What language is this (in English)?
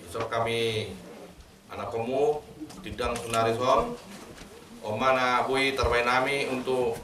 Batak Toba